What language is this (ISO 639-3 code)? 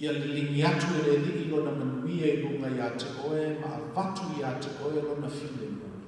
smo